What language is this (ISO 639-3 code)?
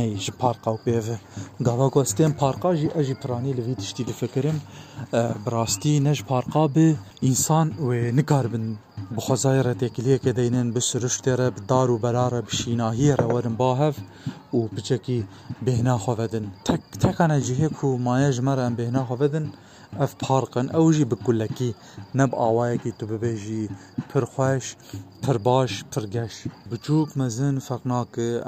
kur